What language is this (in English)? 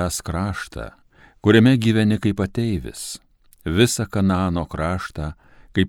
Lithuanian